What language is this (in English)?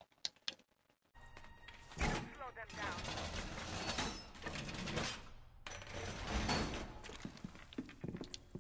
English